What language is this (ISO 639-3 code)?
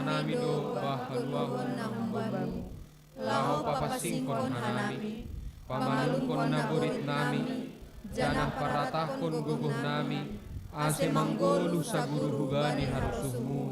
bts